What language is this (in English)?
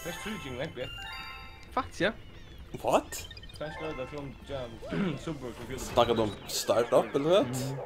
Faroese